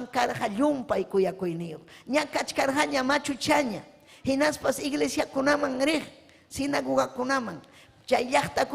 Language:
Ayacucho Quechua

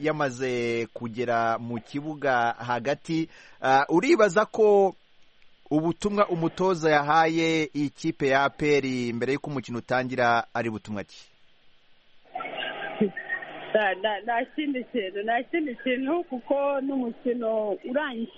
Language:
Kinyarwanda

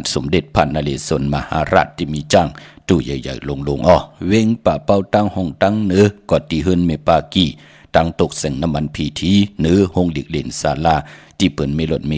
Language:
Shan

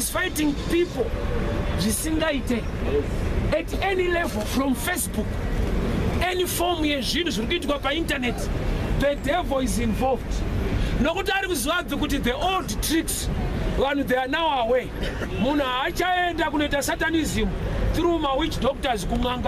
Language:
Shona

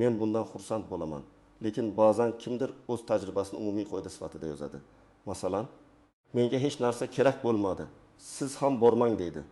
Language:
Uzbek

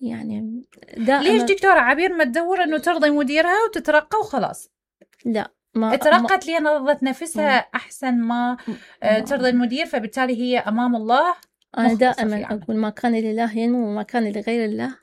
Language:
Mesopotamian Arabic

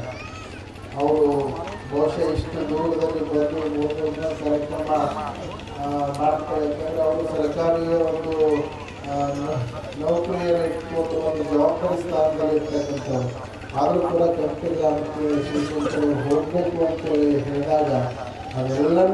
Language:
Kannada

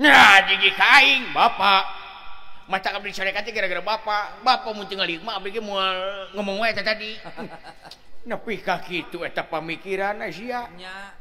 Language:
Sundanese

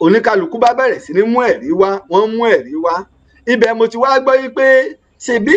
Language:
Yoruba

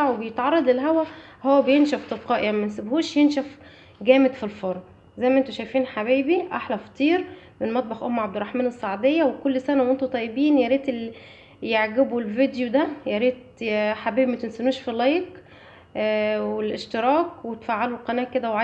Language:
Egyptian Arabic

